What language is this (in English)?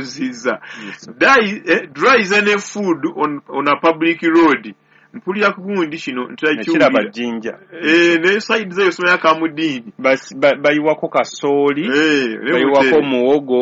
Ganda